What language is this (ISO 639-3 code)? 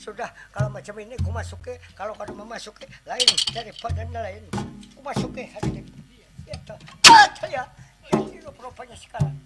bjn